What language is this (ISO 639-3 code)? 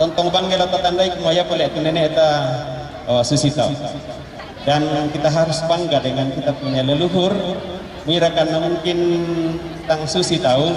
sda